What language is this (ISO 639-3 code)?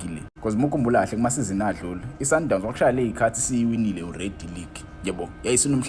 zul